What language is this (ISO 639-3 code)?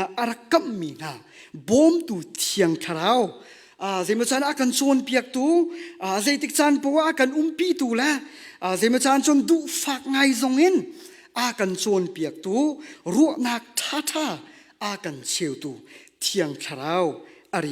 cnh